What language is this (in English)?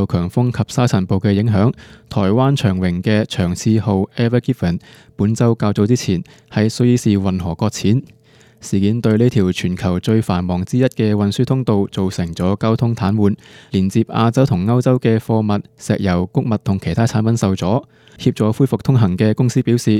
Cantonese